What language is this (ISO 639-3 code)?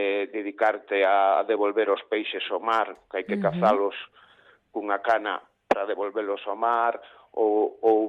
glg